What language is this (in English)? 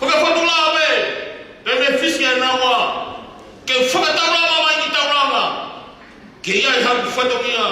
Tongan